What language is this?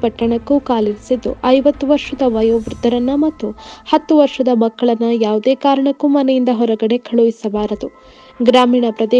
Kannada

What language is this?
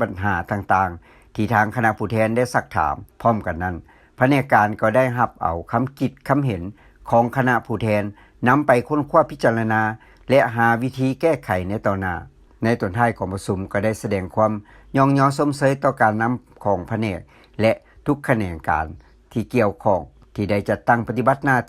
Lao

